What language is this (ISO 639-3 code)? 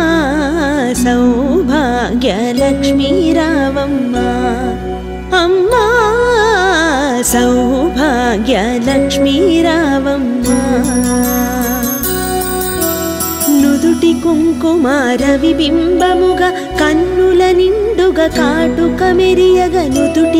tel